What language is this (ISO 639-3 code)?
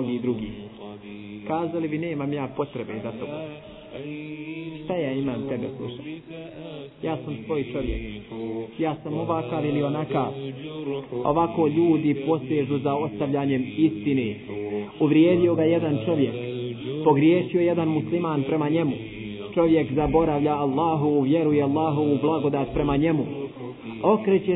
bos